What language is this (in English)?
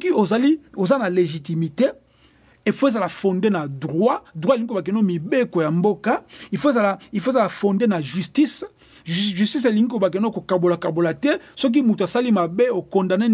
Lingala